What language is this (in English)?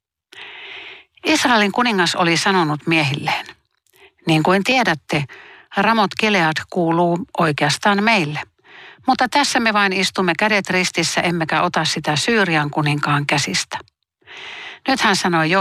Finnish